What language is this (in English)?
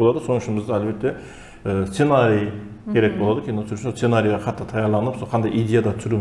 Kara-Kalpak